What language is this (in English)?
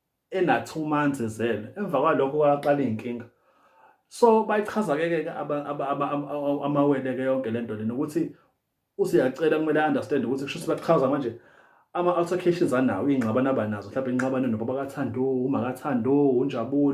Zulu